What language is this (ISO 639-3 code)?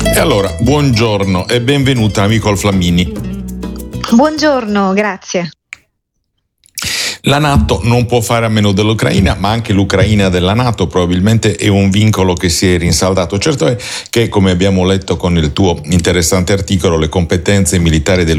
ita